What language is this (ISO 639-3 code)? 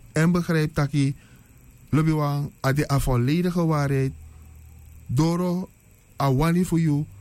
srn